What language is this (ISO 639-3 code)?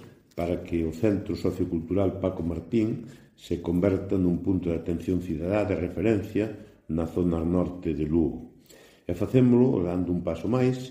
glg